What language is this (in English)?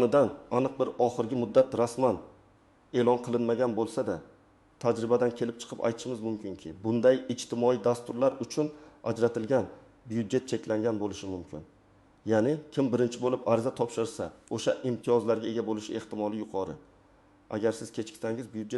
Uzbek